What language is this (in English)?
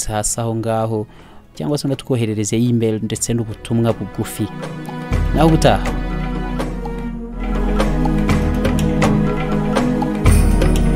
Kinyarwanda